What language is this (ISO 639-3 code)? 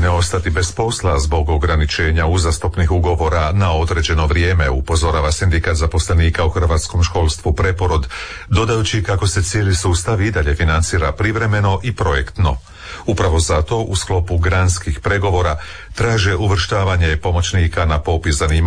hrv